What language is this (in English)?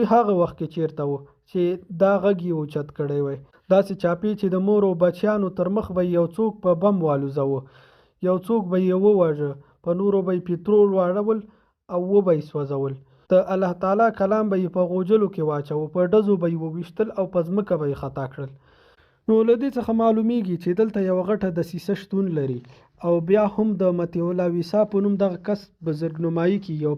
Pashto